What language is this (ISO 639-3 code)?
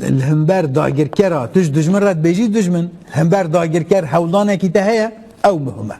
kur